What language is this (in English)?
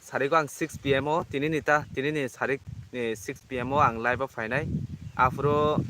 Kok Borok